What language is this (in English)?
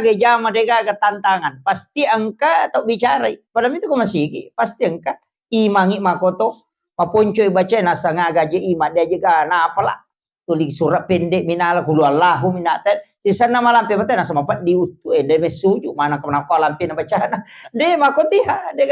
Buginese